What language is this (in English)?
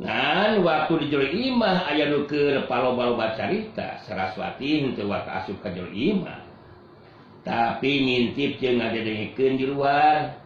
Sundanese